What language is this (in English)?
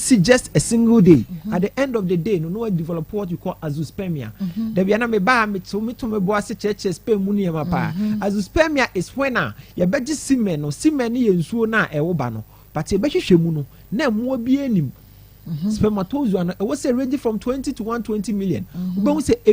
Akan